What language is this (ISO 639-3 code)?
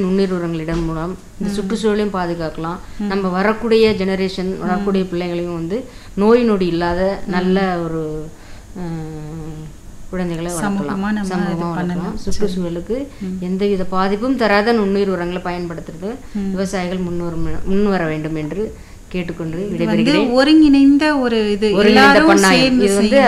tam